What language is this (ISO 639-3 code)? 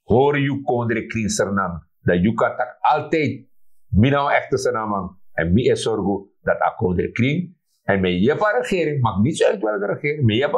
srn